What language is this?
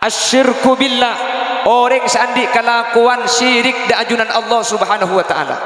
Madurese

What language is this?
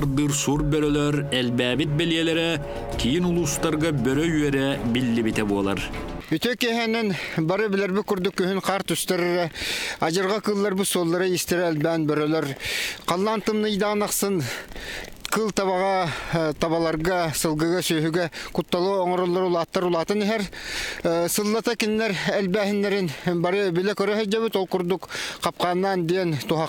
Yakut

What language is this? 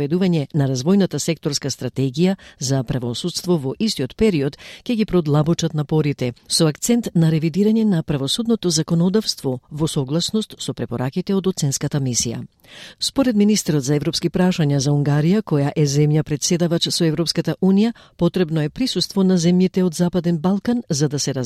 Macedonian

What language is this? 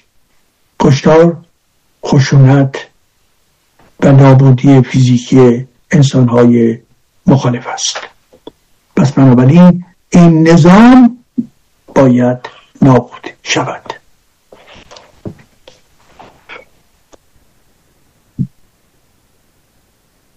Persian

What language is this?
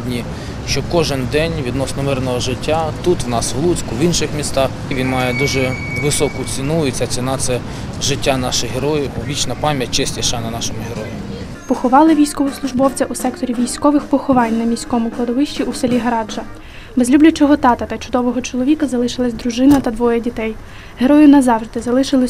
Ukrainian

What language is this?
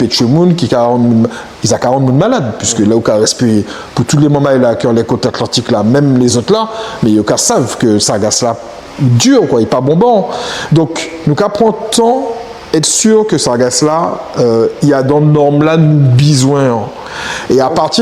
Guadeloupean Creole French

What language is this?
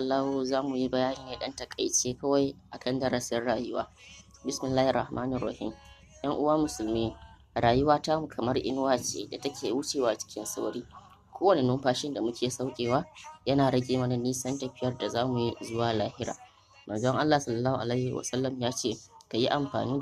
Hausa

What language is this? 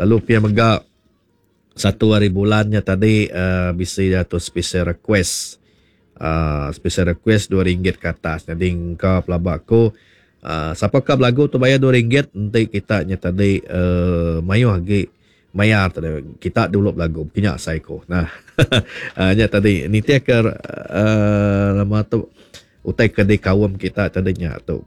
Iban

